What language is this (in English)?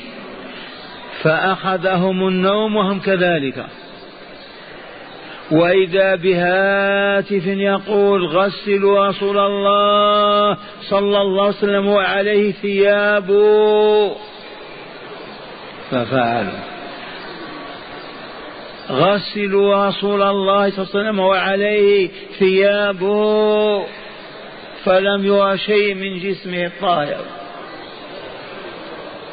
Arabic